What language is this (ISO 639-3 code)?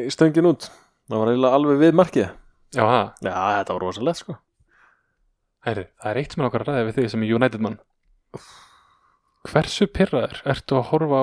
isl